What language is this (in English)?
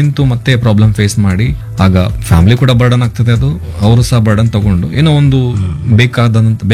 Kannada